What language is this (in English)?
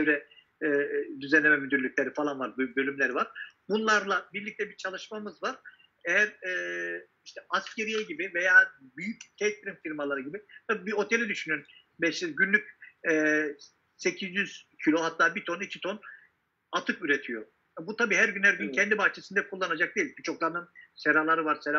Turkish